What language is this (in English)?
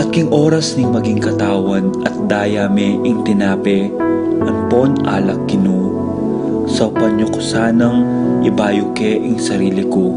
Pampanga